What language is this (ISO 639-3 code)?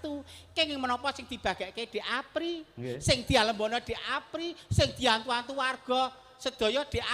jav